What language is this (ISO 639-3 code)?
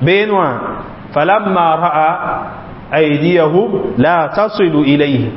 mos